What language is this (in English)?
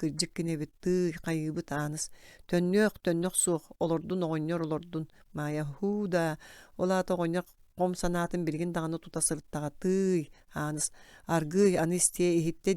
Yakut